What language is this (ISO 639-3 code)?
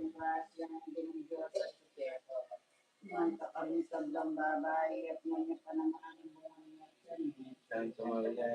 pam